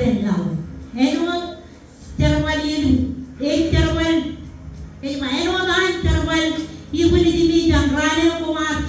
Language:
Marshallese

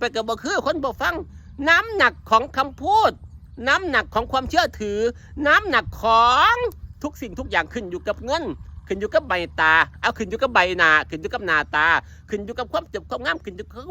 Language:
Northeastern Thai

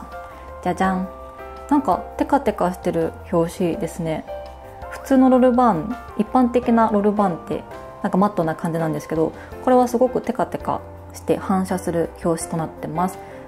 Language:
Japanese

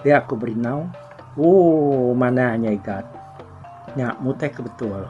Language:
Iban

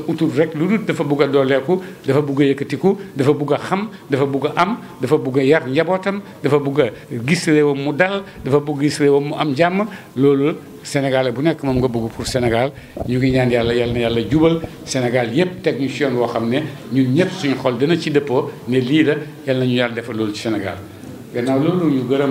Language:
Wolof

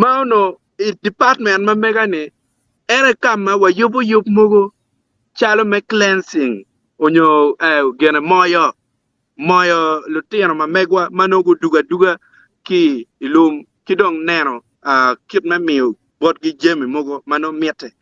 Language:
Acoli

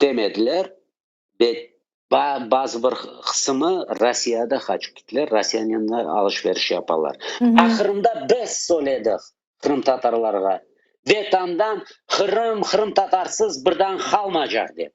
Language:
Crimean Tatar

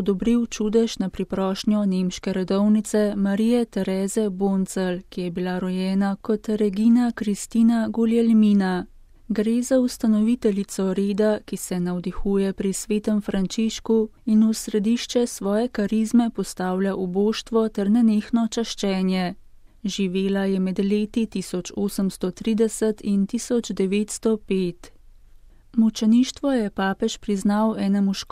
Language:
Slovenian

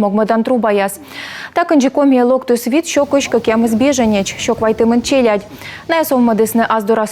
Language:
Komi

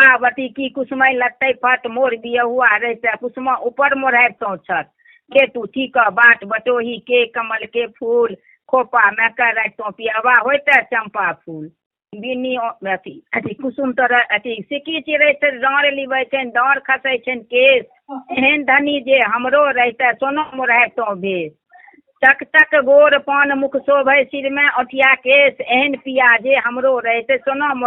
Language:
Maithili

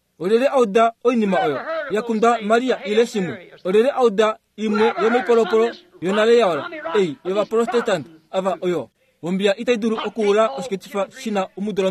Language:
Kuanyama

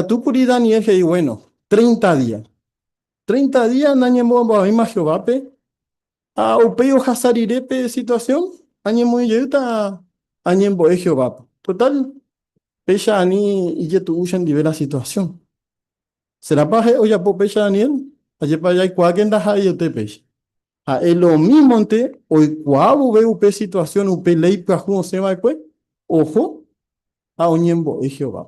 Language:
Guarani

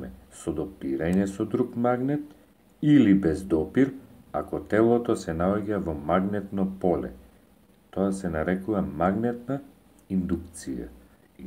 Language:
Macedonian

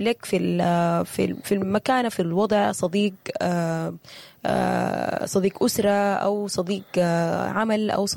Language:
Sudanese Arabic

